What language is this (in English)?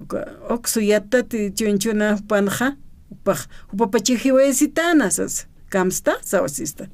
Aymara